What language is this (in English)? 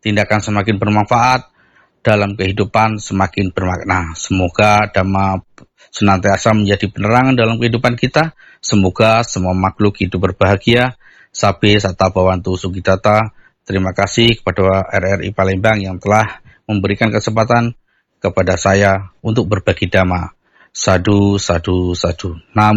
Indonesian